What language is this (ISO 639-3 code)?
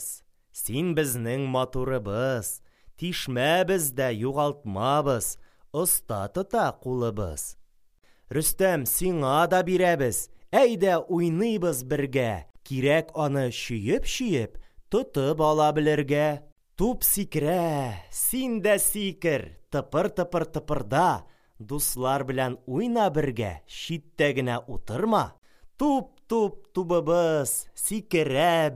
tat